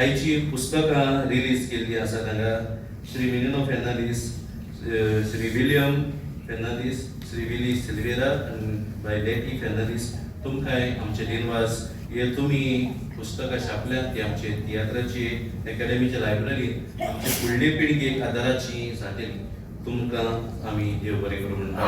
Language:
Konkani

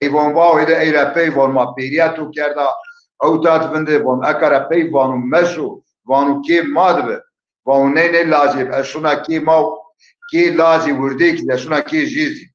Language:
Zaza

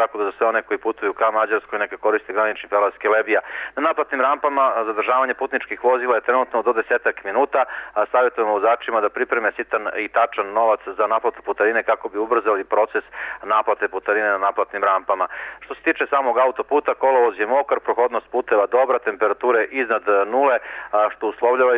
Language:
Serbian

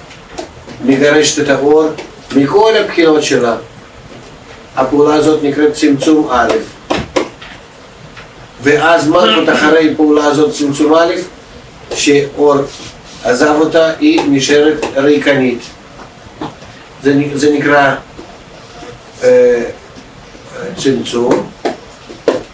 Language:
Hebrew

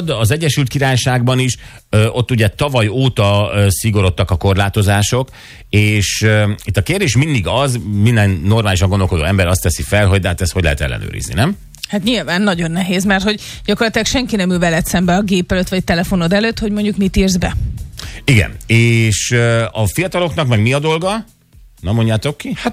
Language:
Hungarian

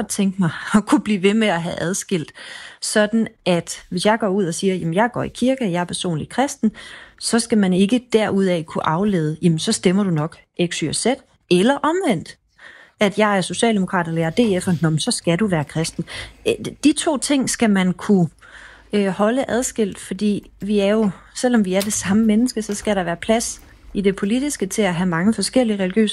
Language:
Danish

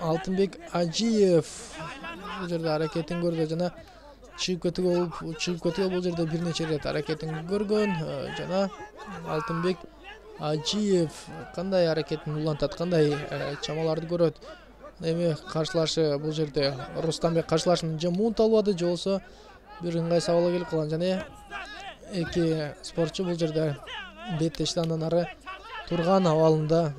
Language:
Kyrgyz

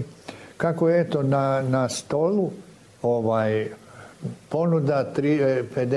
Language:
Bosnian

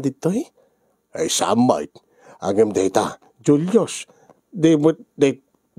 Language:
Iloko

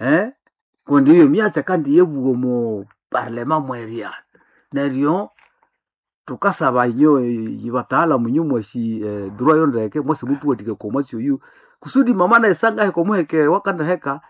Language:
Nande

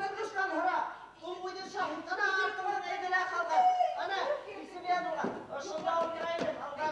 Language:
Bashkir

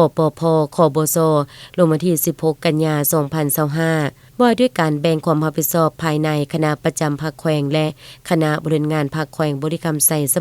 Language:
Lao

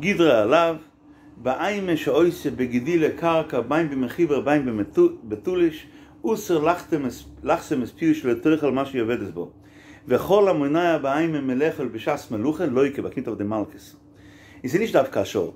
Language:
Yiddish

